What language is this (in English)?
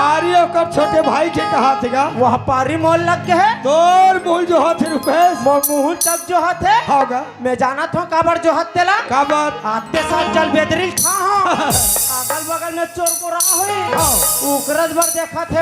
Chhattisgarhi